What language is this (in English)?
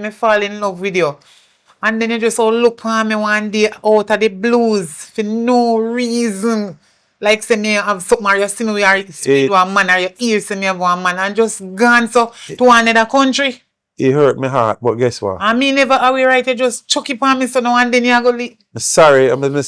Jamaican Creole English